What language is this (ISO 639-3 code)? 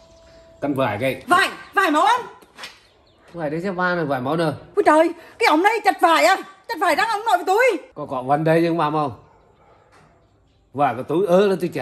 vie